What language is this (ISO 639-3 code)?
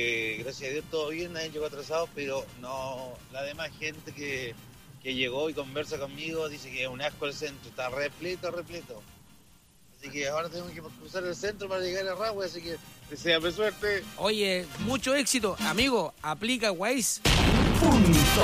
spa